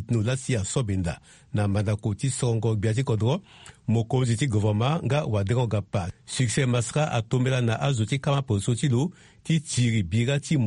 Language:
Sango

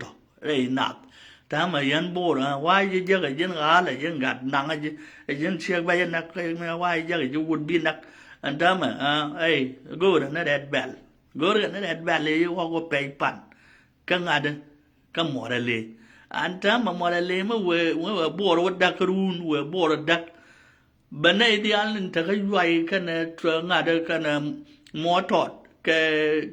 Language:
Nuer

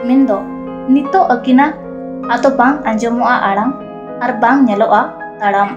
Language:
Santali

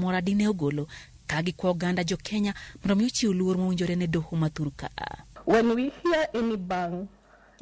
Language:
Luo (Kenya and Tanzania)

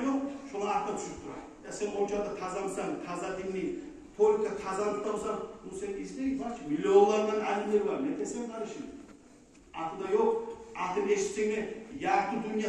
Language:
Kumyk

